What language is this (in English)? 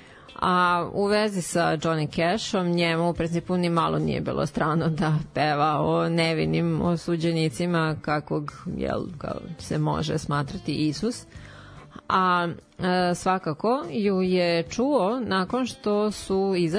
Serbian